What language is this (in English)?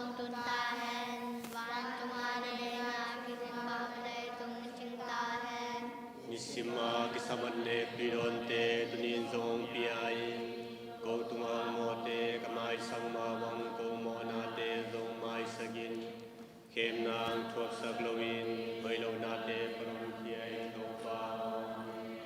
Tedim Chin